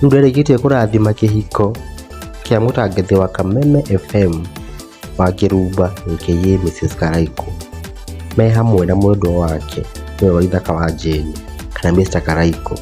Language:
Kikuyu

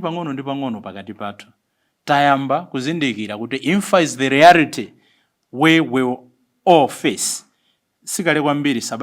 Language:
Nyanja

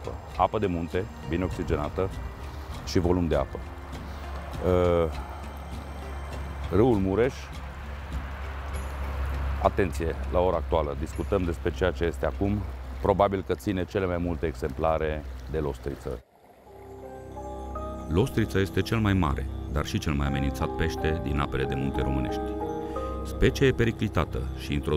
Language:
Romanian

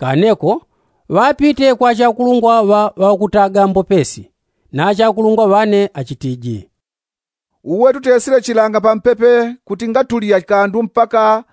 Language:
Yao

